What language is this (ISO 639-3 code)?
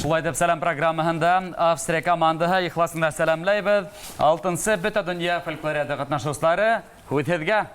bak